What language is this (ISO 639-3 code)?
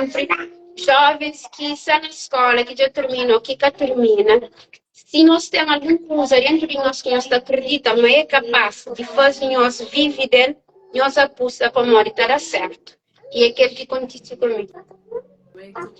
kea